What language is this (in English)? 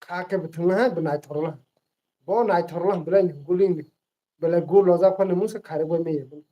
Kok Borok